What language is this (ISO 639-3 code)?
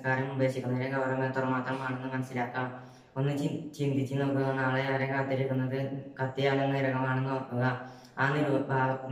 mal